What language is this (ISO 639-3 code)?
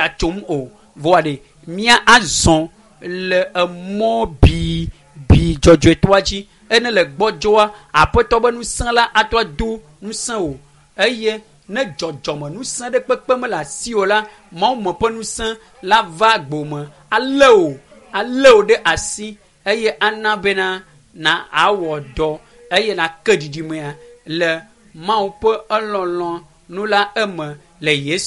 ewe